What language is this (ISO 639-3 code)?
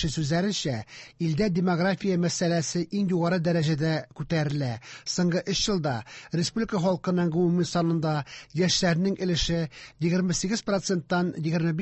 tat